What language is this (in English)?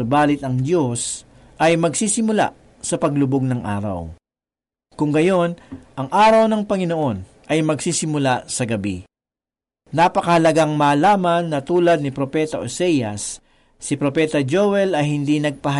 Filipino